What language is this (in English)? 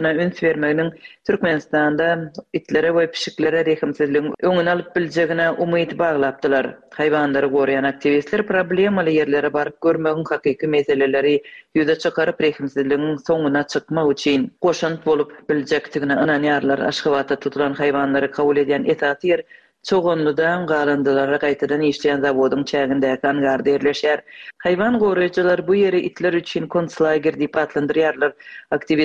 Turkmen